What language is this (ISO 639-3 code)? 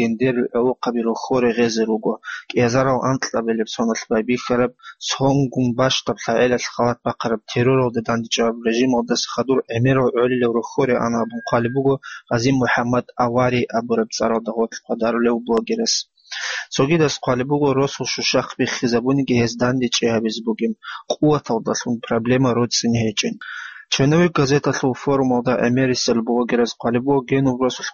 ava